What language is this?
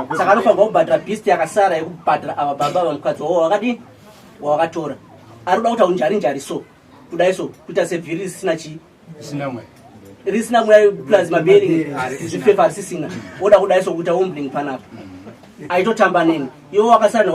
Shona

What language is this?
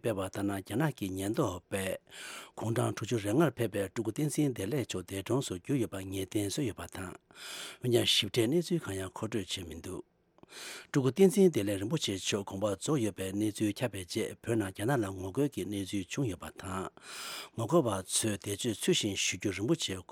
Tibetan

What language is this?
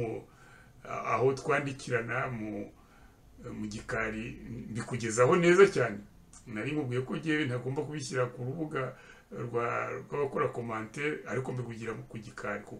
Kinyarwanda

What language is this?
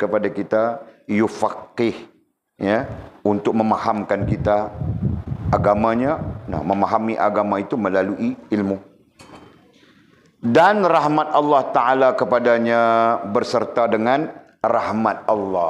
Malay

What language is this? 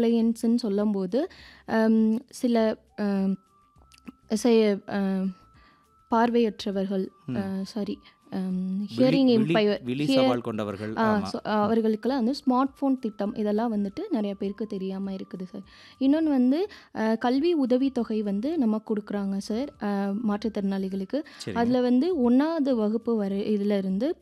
Tamil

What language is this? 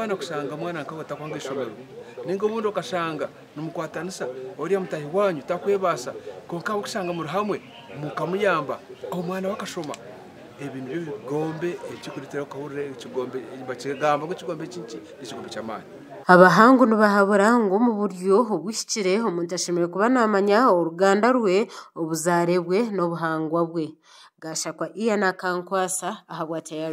Nyankole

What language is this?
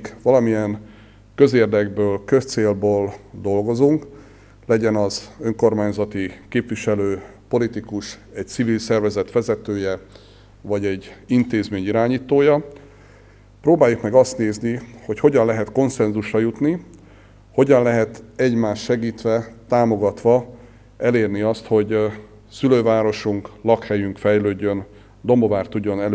Hungarian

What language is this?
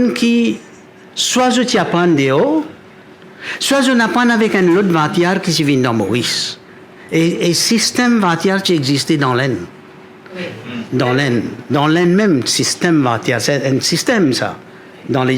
Morisyen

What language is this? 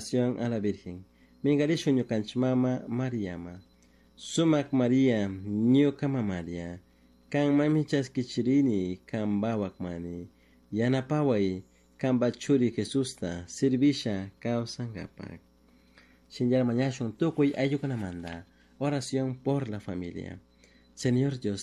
Chimborazo Highland Quichua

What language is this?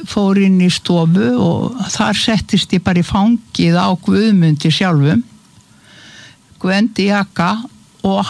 Icelandic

